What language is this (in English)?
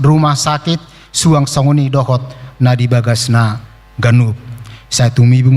Batak Toba